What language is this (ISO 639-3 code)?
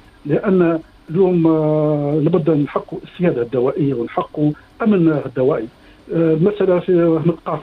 aeb